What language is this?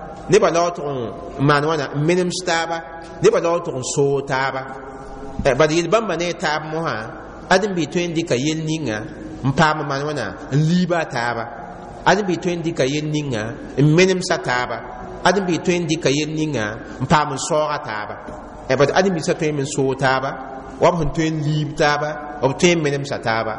Mossi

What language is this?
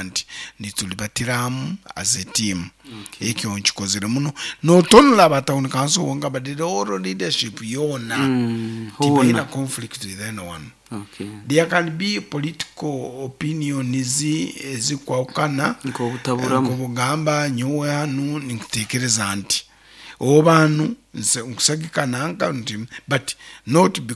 Nyoro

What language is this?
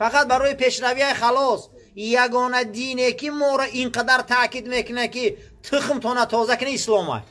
Tajik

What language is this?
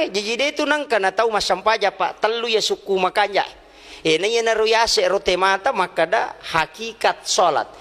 Buginese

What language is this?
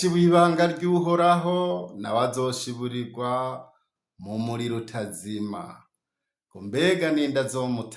Rundi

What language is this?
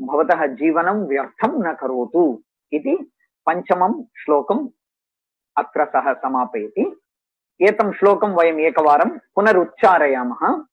Sanskrit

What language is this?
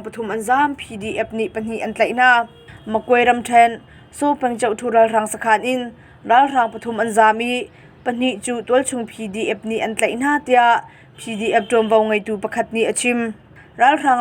Hakha Chin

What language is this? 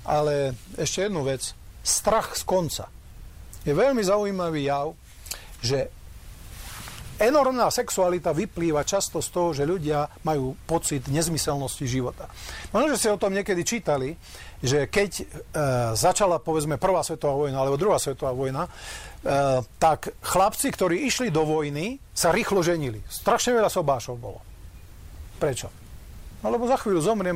Slovak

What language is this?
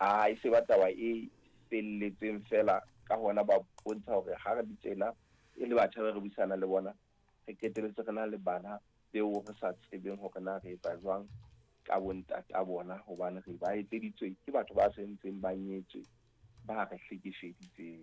Southern Sotho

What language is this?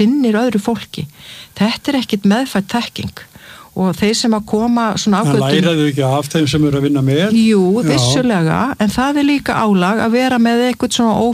Icelandic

